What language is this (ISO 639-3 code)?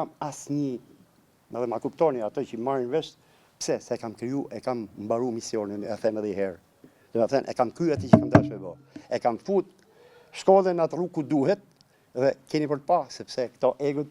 sqi